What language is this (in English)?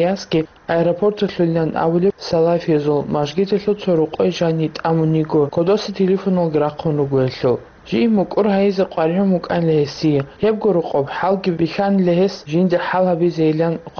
Avaric